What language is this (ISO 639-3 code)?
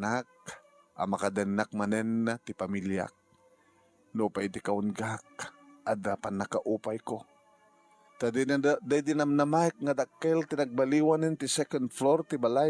ilo